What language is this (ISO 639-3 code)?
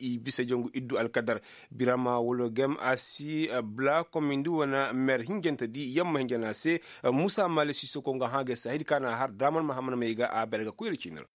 ses